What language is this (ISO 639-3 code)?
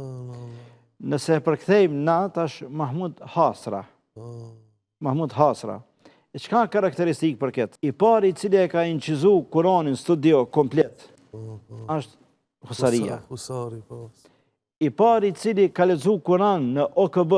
sqi